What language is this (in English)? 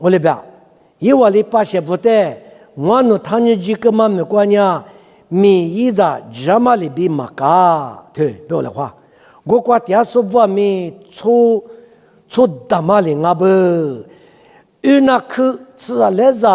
Lisu